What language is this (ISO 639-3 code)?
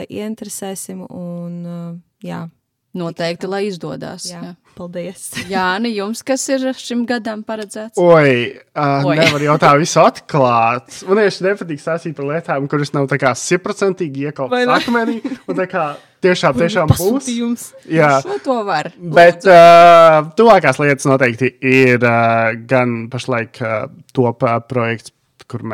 lav